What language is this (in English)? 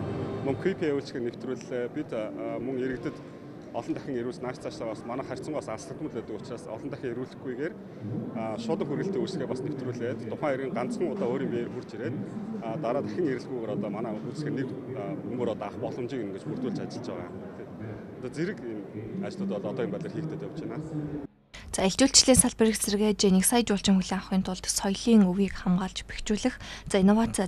Mongolian